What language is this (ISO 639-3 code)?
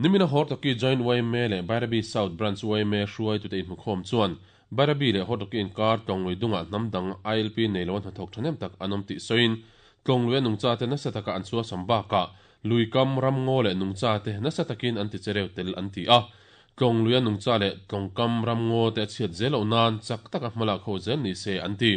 lus